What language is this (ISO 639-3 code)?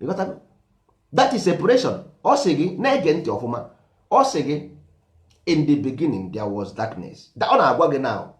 ibo